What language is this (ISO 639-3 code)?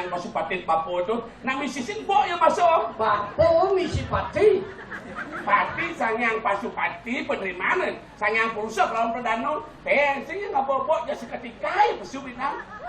ban